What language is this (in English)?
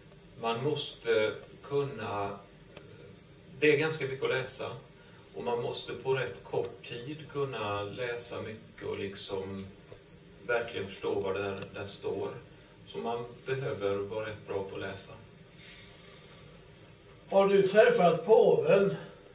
Swedish